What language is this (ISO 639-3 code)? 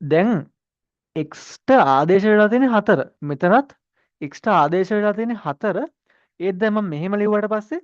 sin